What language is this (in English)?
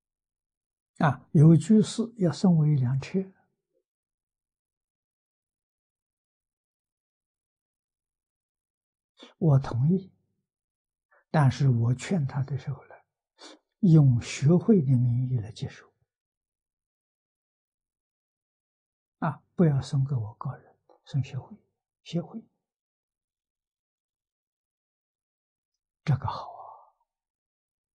Chinese